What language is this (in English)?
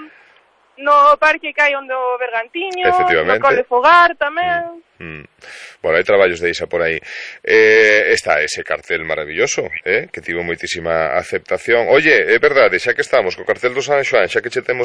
Galician